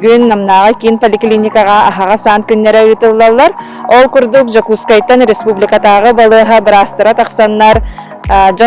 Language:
Yakut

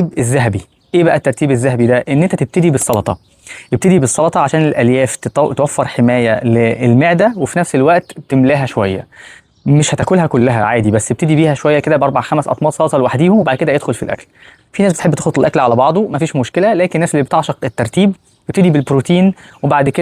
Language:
Egyptian Arabic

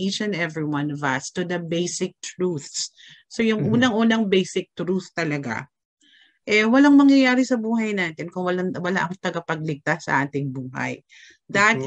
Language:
Filipino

